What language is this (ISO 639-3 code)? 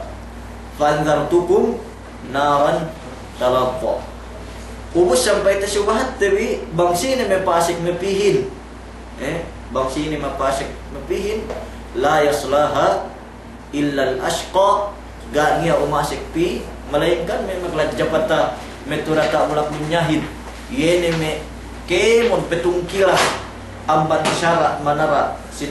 yka